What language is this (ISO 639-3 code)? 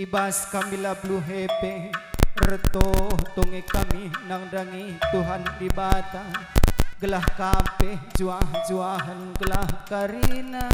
btx